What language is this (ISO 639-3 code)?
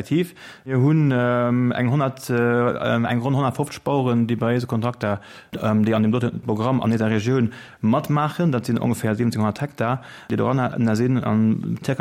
ltz